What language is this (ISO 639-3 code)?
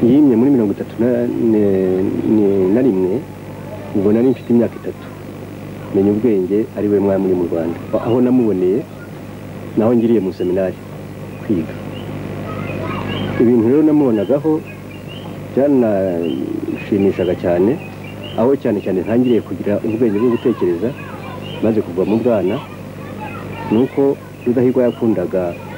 kin